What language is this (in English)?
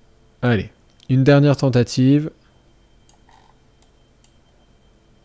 French